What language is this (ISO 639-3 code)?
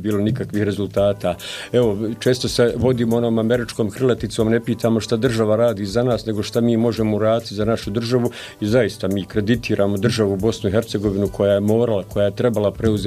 bos